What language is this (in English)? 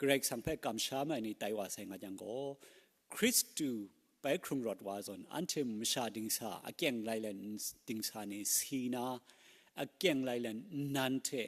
Kachin